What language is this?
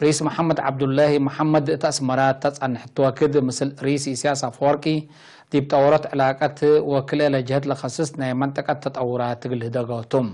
Tigre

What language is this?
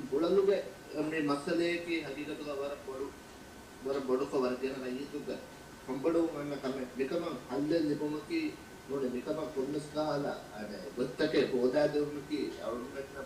Divehi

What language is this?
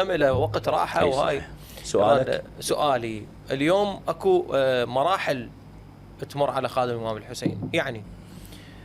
Mesopotamian Arabic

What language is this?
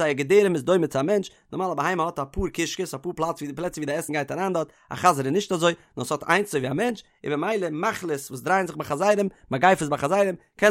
Yiddish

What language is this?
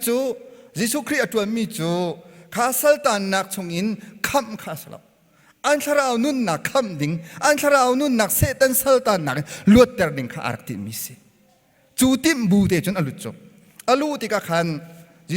Hakha Chin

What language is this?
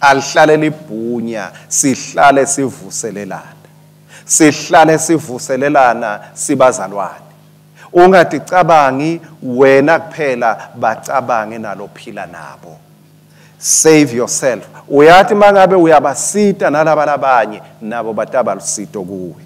Swati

